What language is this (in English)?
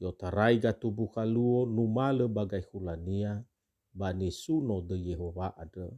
Nias